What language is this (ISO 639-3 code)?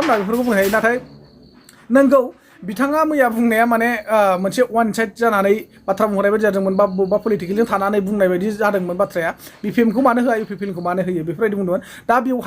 brx